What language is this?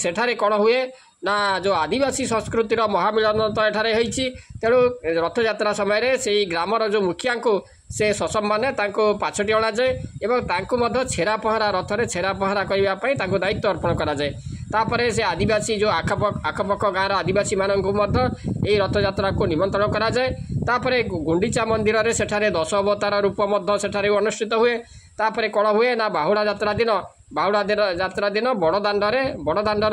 Odia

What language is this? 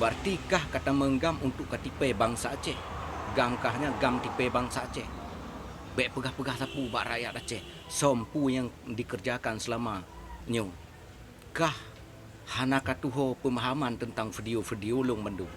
Achinese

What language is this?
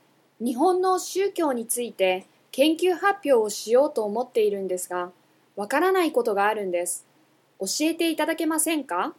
Japanese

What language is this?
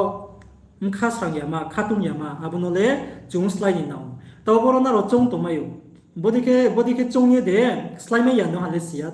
Riang (India)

